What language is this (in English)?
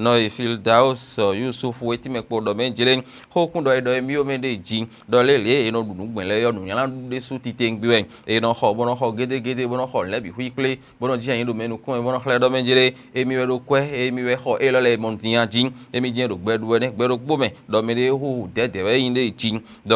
Fon